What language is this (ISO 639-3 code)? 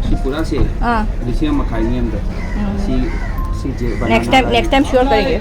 mni